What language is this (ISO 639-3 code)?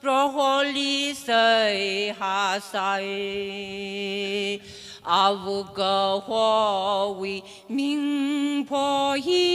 nmf